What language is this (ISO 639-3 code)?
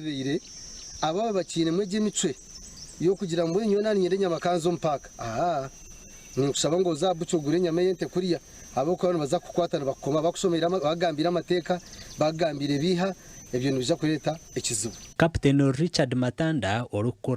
nyn